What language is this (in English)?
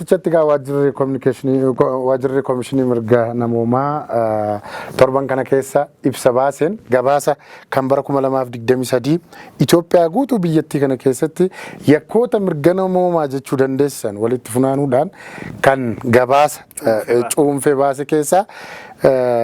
Oromo